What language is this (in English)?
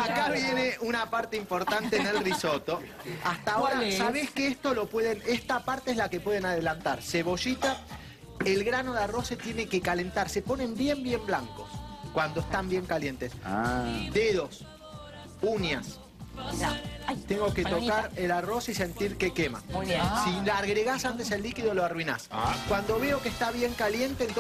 Spanish